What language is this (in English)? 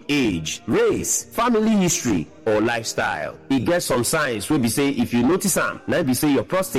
Nigerian Pidgin